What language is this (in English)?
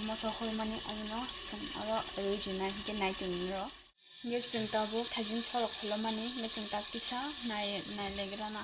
Kok Borok